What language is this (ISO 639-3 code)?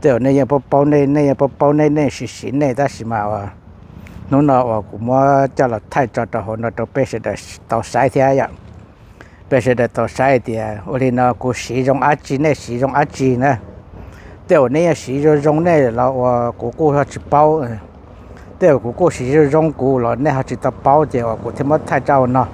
hmn